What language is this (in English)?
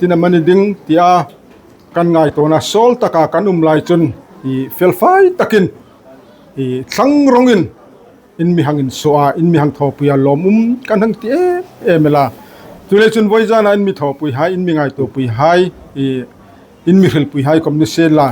Hmar